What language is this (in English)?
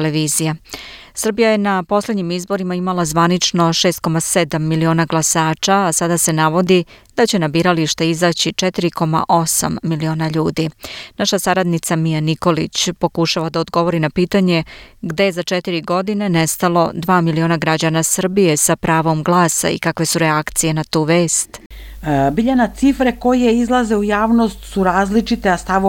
Serbian